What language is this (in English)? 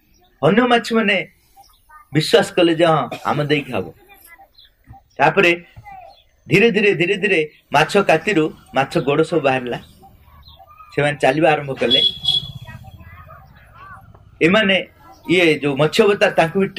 Odia